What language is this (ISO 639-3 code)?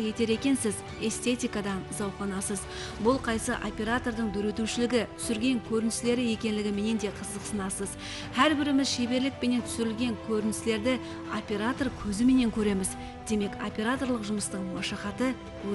kaa